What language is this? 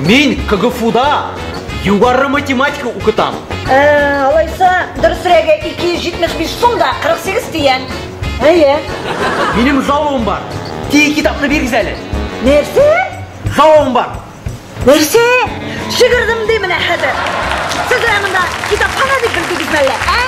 Tatar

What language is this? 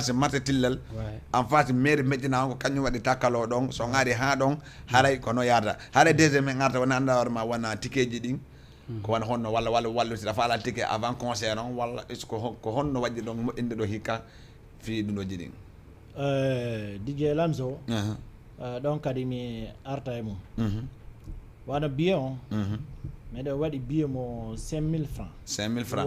Fula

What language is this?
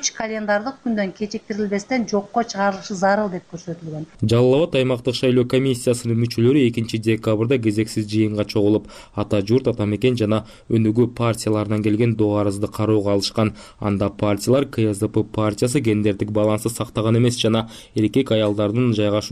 Kyrgyz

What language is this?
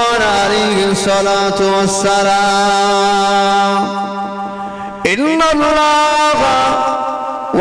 Bangla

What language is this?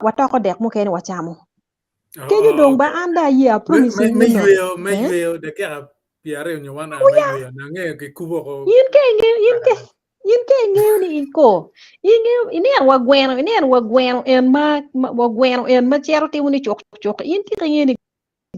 Acoli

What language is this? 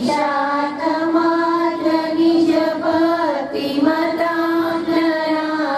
Gujarati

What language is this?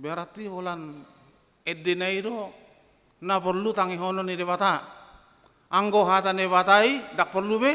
Batak Toba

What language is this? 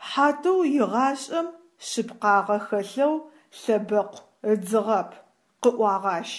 Adyghe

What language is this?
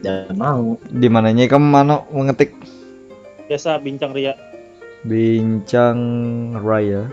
Banjar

